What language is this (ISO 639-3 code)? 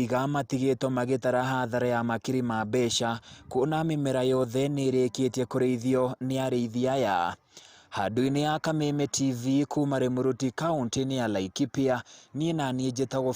kik